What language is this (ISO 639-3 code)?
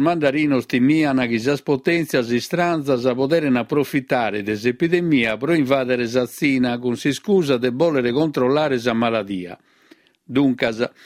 srd